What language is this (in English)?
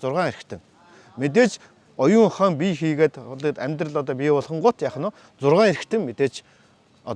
Mongolian